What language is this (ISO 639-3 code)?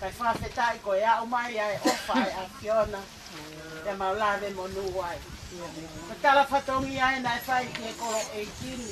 ton